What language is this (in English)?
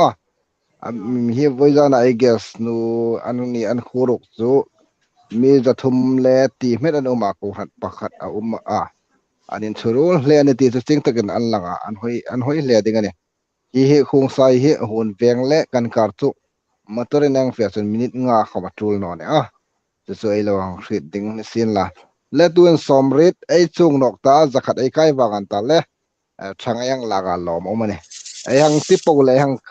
Hmar